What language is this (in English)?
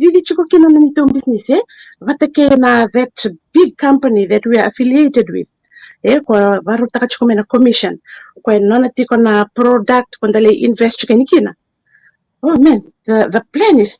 Fijian